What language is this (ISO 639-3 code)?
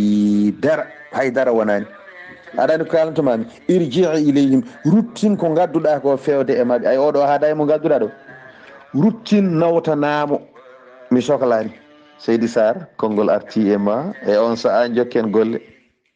ful